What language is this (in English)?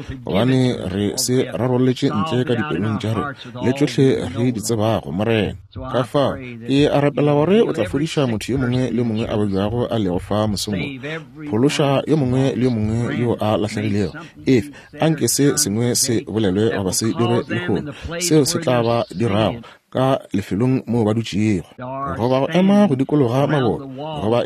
Northern Sotho